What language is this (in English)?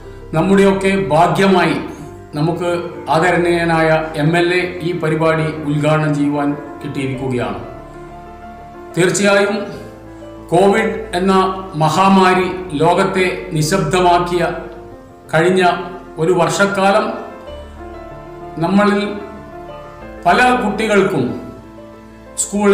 Malayalam